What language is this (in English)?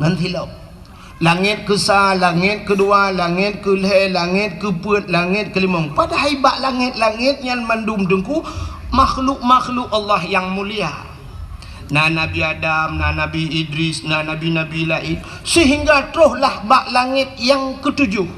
Achinese